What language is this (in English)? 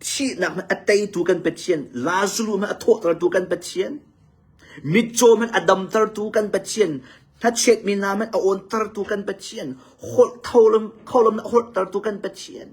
Hakha Chin